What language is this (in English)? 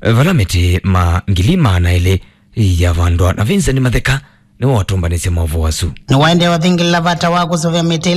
Kamba